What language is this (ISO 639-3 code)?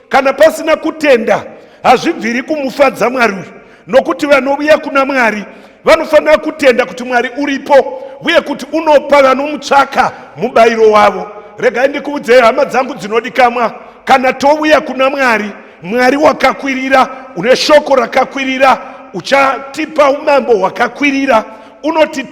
sna